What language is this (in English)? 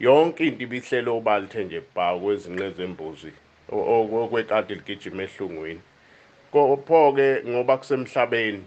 Zulu